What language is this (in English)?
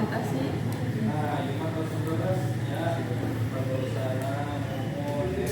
Sundanese